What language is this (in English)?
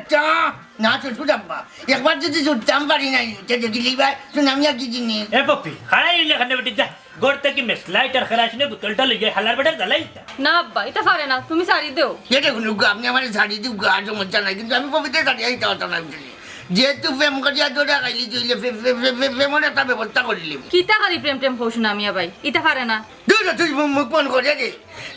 Sylheti